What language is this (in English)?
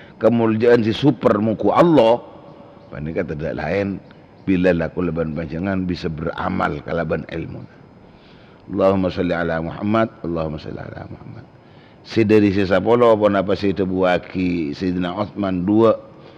Madurese